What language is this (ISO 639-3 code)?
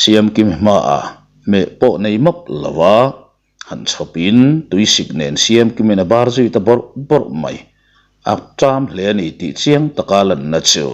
lus